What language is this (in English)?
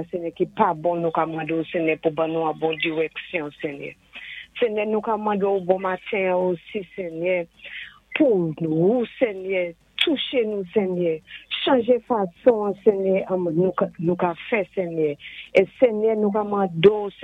Saint Lucian Creole French